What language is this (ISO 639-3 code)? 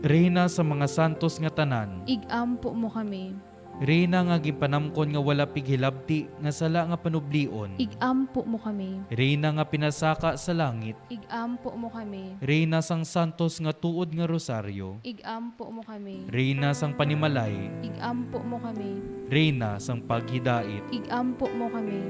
hil